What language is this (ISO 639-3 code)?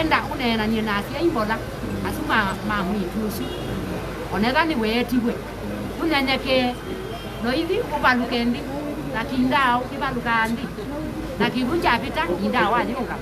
kam